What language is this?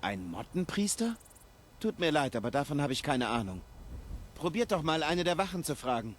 Bavarian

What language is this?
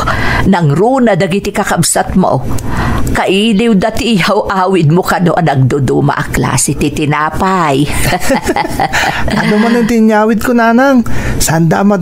Iloko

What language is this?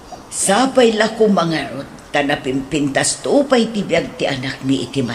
Iloko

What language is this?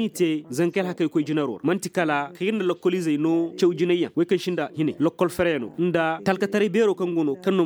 Koyraboro Senni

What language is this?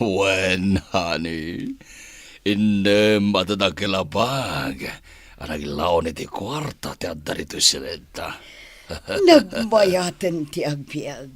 Iloko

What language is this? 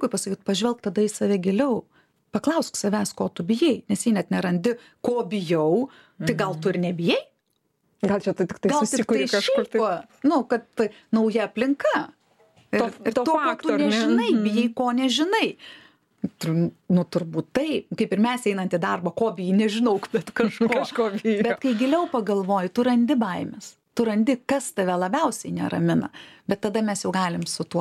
Lithuanian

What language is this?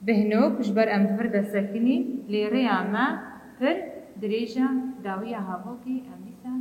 Kurdish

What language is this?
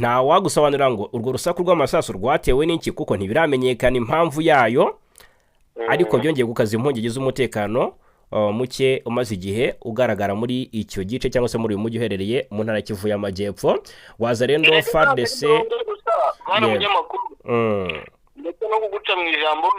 Kinyarwanda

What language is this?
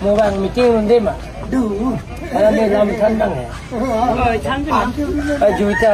Karbi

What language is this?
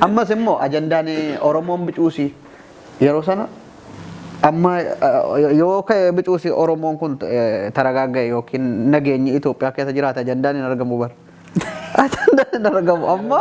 Oromo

